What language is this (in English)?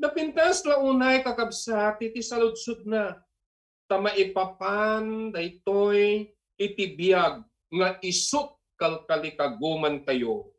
Iloko